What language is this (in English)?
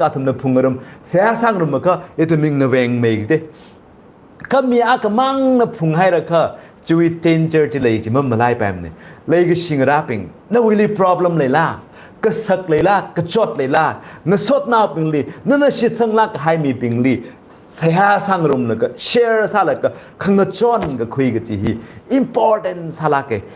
Tangkhul Naga (India)